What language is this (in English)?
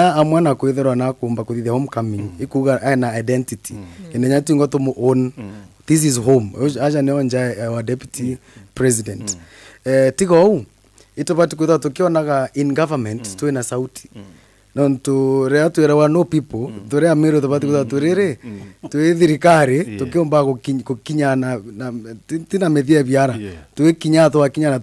Meru